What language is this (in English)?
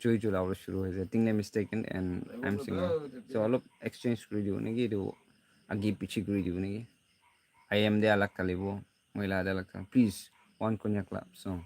Naga Pidgin